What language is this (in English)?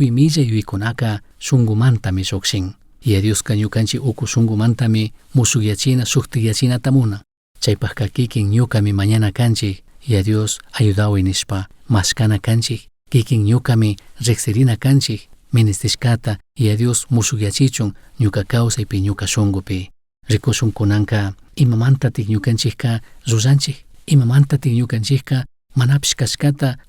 Chimborazo Highland Quichua